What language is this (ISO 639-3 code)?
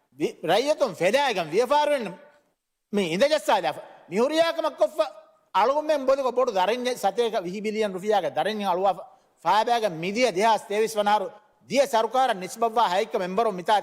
div